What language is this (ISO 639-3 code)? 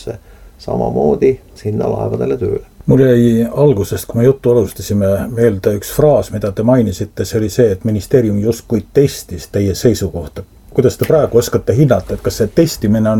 est